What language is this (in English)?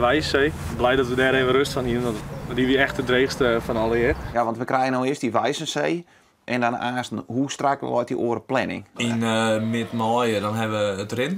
Western Frisian